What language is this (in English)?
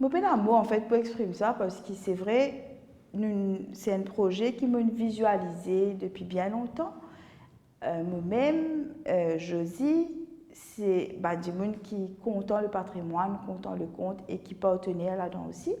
Morisyen